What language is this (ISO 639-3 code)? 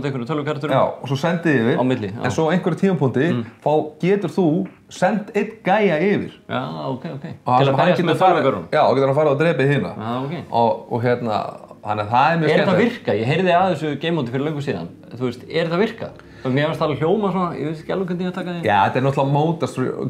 isl